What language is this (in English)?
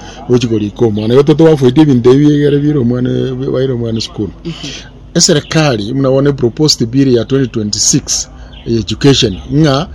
Gusii